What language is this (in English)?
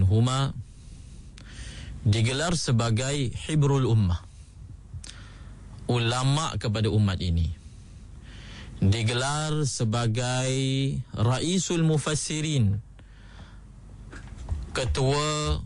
Malay